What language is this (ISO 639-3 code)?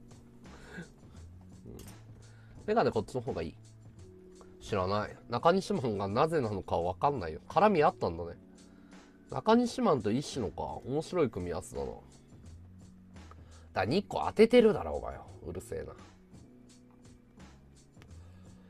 jpn